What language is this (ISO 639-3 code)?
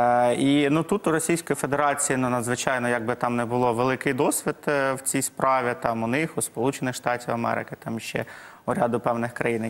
ukr